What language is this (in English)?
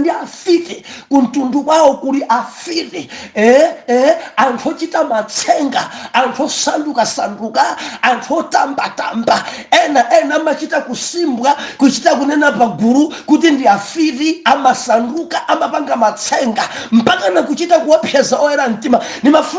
Nyanja